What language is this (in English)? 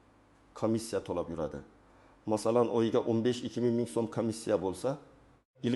Uzbek